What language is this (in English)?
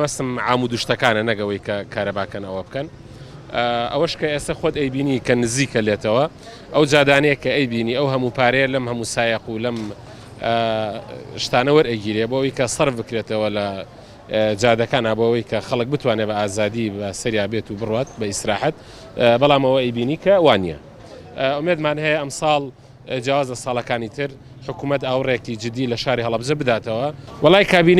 Central Kurdish